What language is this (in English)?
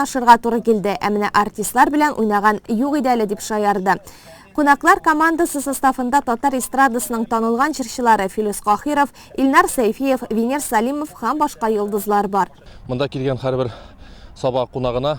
Tatar